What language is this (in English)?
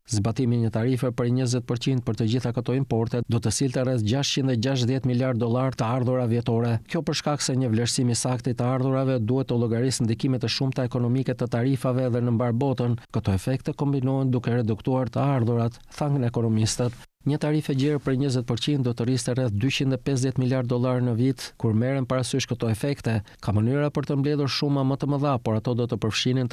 Albanian